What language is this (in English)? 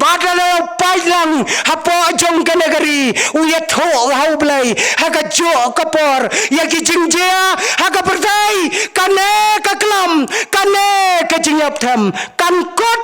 Khasi